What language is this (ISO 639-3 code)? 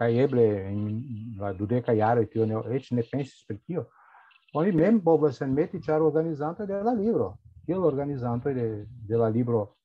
epo